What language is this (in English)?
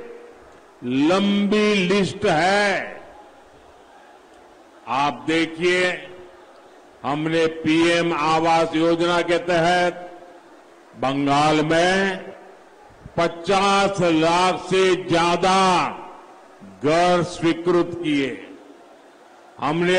Hindi